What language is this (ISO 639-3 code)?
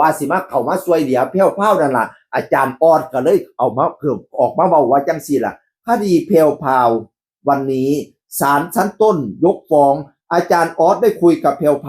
tts